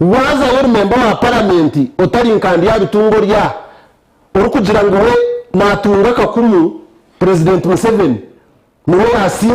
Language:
Nyankole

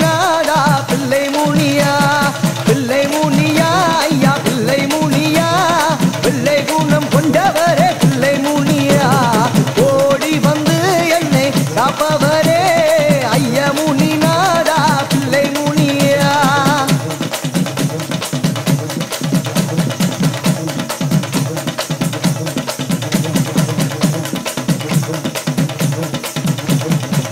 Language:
Tamil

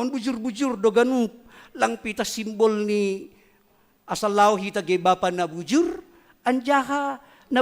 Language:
Batak Simalungun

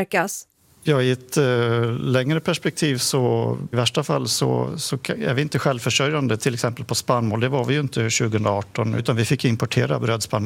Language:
Swedish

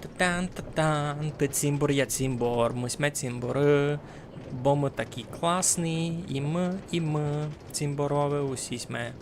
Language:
Rusyn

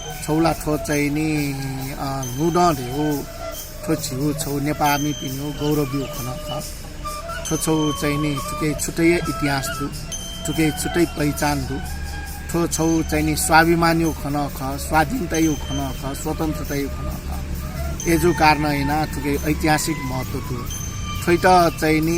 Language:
Newari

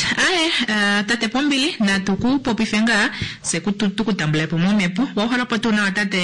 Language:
Kuanyama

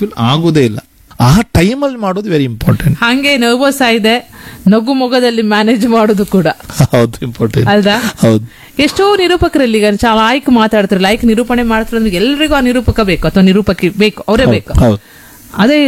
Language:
Kannada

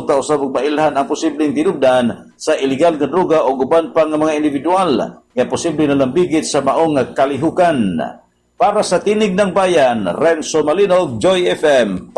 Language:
Cebuano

